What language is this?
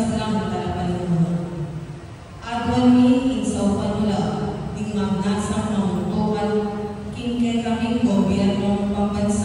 Pampanga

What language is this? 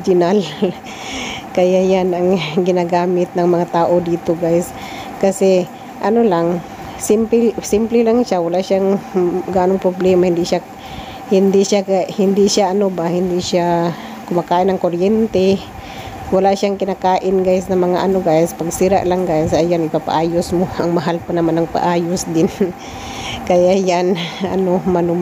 Filipino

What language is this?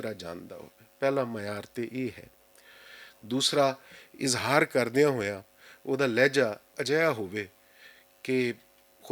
Western Panjabi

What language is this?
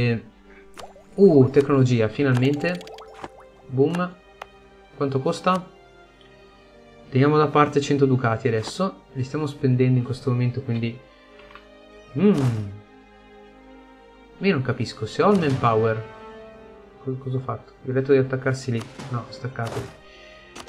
Italian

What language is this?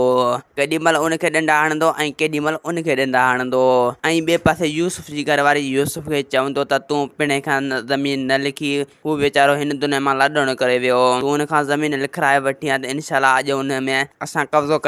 Sindhi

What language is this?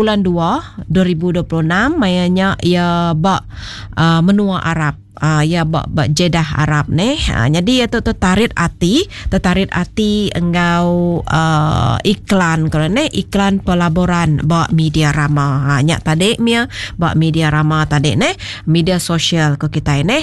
Iban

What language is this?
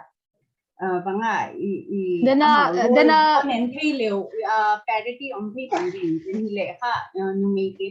Paite Chin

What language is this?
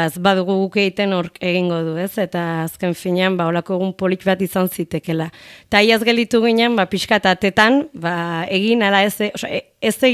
Basque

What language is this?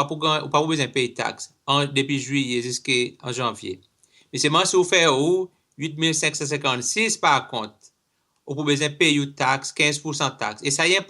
Seselwa Creole French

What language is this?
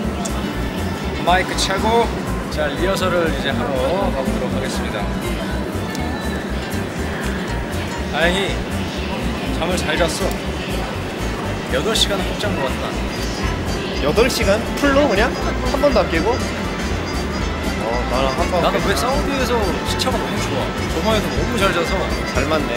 Korean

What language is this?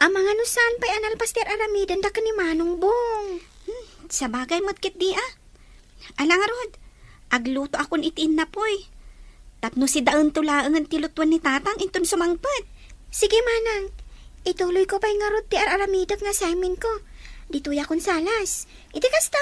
Iloko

